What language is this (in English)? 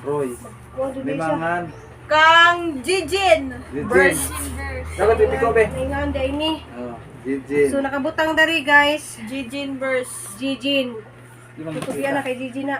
Cebuano